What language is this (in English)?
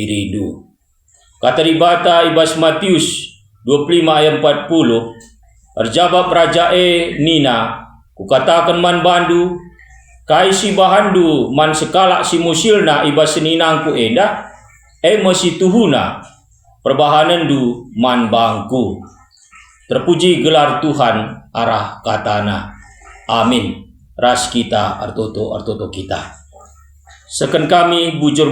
Batak Karo